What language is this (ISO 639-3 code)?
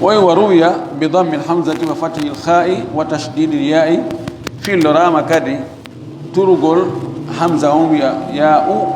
ful